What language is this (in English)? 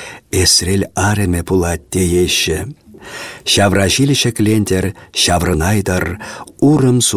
Chuvash